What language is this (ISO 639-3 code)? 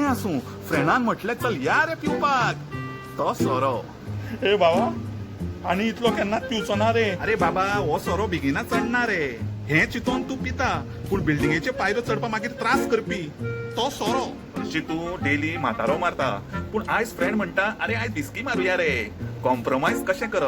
kok